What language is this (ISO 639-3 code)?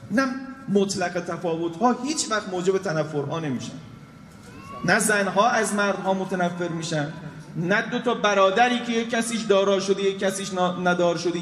fas